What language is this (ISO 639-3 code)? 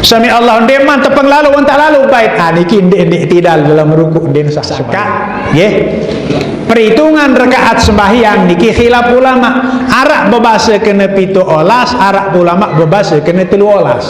sas